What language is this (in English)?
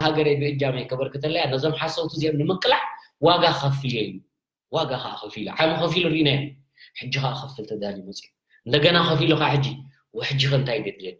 Tigrinya